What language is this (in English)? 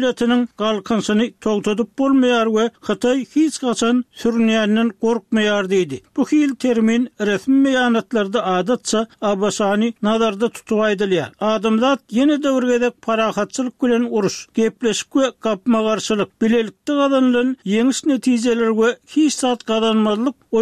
Turkmen